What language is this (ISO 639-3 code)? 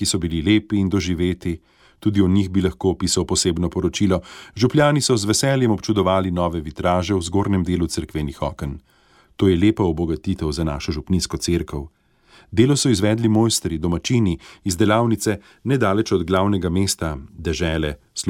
slv